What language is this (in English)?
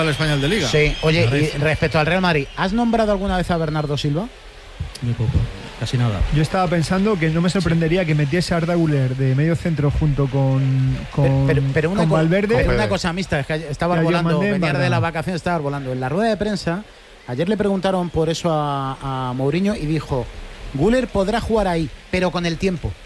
Spanish